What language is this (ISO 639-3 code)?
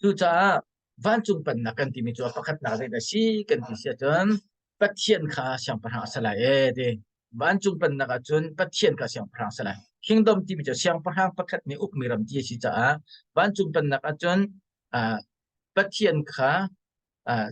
cnh